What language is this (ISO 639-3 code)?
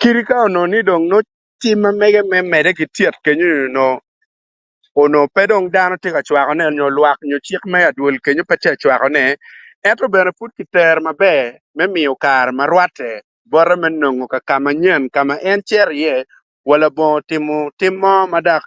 ach